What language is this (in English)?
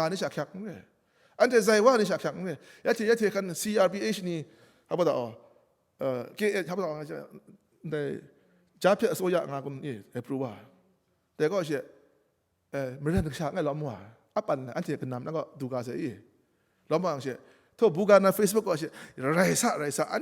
Kachin